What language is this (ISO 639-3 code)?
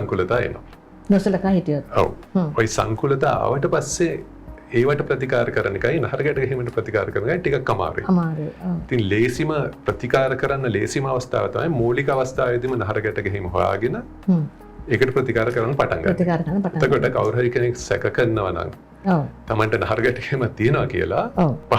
sin